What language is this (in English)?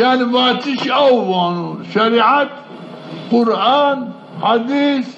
Zaza